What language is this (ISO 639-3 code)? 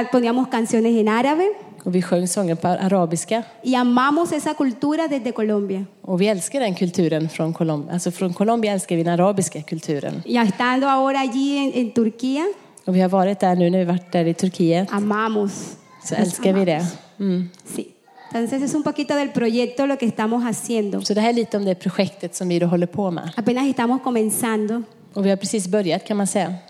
swe